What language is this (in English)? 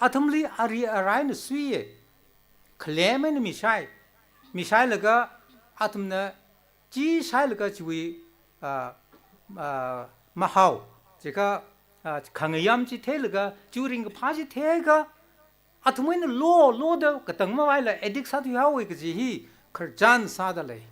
Tangkhul Naga (India)